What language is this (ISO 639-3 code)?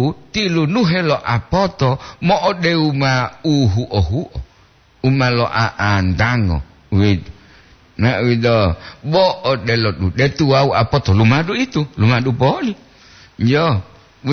gor